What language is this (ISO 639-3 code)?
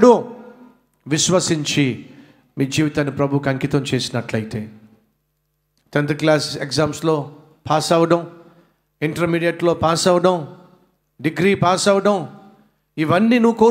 tel